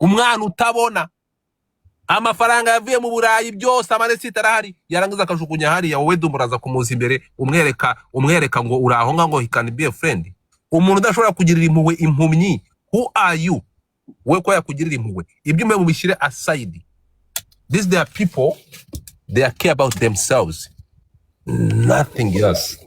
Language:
Kinyarwanda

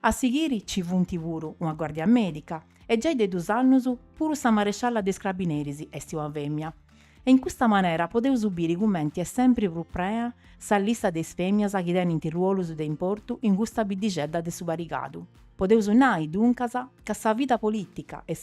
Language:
Sardinian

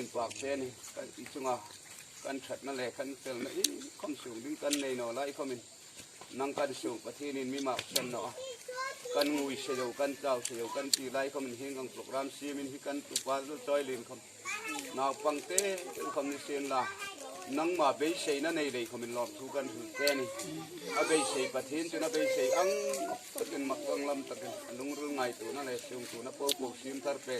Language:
Hmar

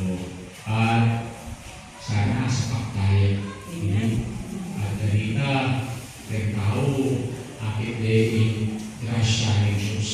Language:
Pampanga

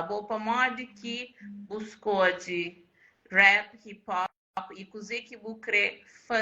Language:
Kabuverdianu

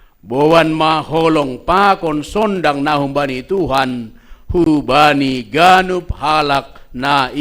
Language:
Batak Simalungun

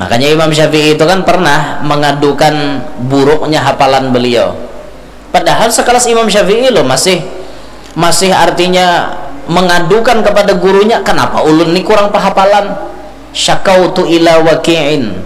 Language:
Banjar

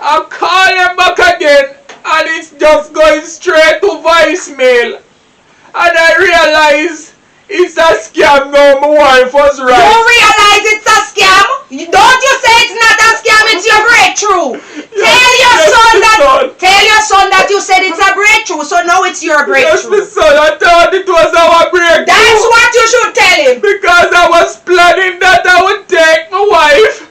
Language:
Jamaican Creole English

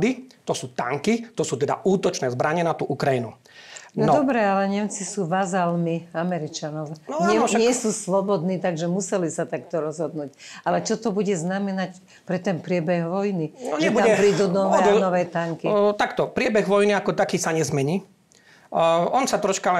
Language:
Slovak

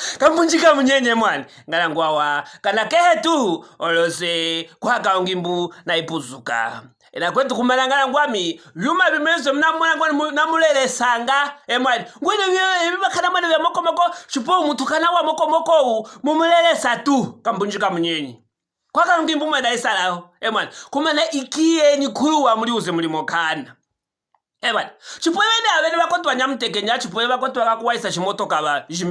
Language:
Luvale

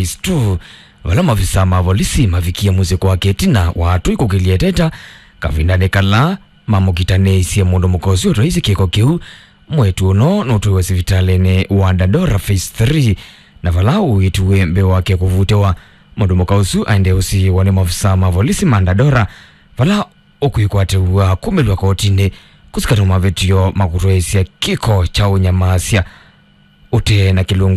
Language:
Kamba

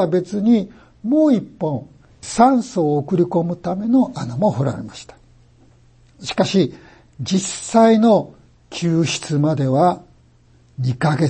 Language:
Japanese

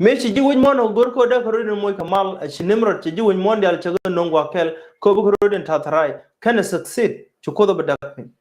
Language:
Nuer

